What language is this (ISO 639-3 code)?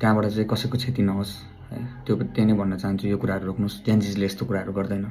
nep